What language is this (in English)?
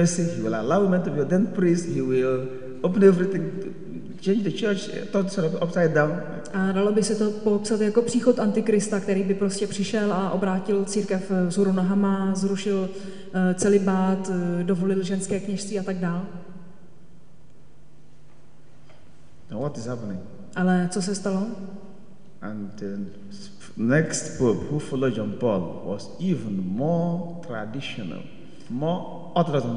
Czech